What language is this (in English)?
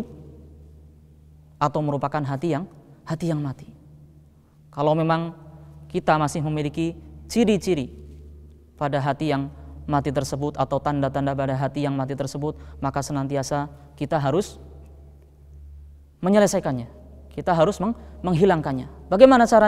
Indonesian